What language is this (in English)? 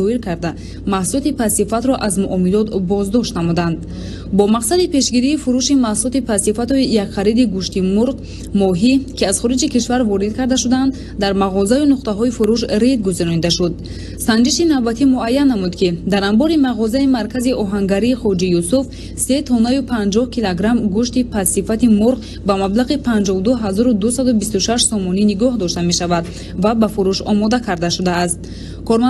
Tajik